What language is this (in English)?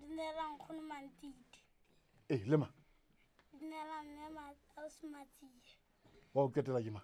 Southern Sotho